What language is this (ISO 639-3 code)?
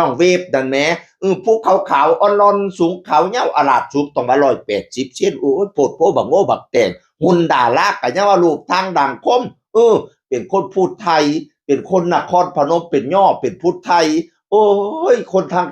tts